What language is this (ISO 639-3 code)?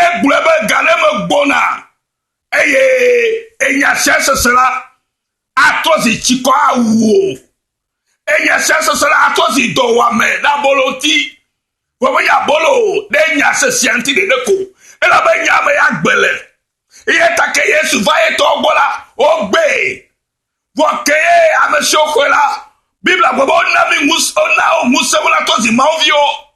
ewe